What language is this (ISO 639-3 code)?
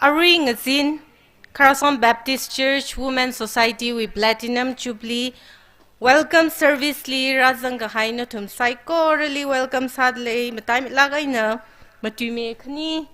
nmf